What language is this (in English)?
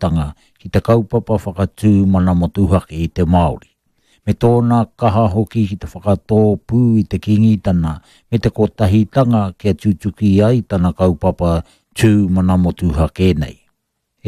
Māori